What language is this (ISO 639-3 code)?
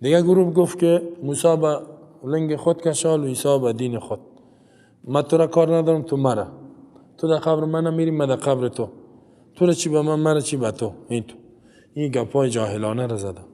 fas